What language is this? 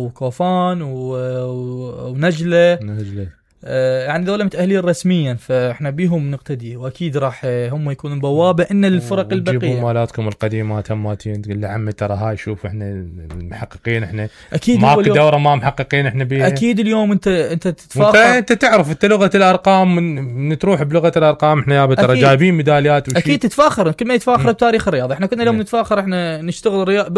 Mesopotamian Arabic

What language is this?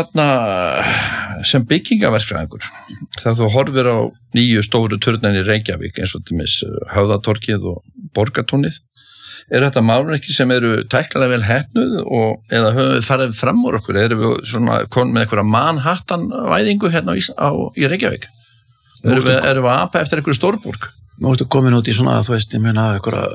Icelandic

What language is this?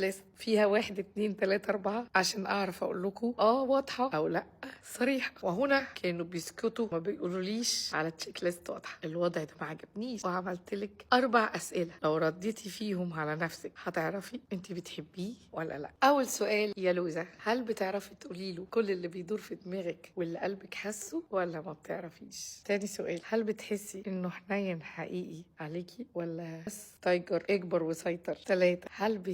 Egyptian Arabic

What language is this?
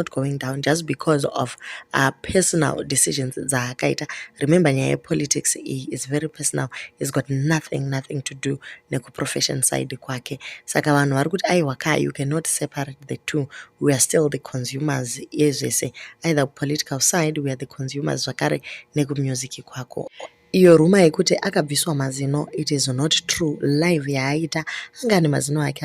Shona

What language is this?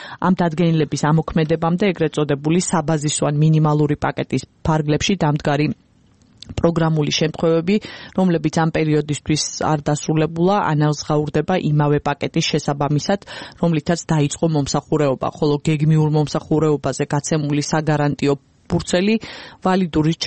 Georgian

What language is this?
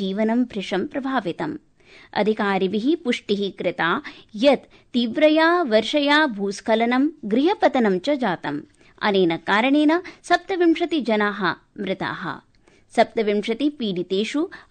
Sanskrit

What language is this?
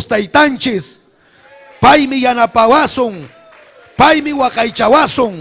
Ayacucho Quechua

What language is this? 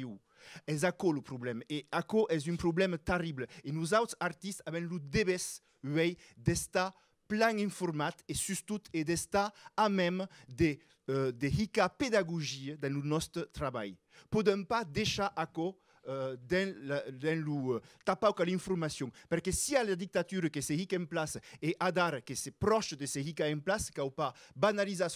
Occitan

